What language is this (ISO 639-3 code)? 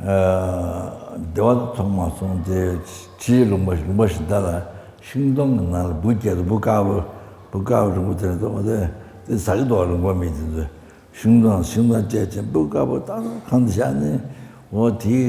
bod